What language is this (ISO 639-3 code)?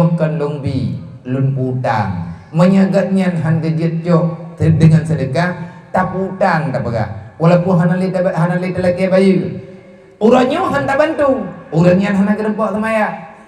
ace